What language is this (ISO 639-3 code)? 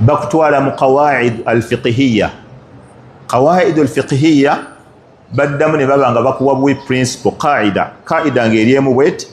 lug